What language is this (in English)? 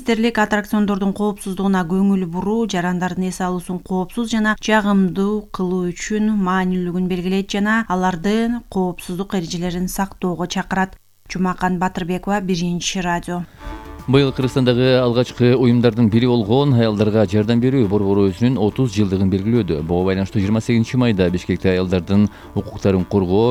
Kyrgyz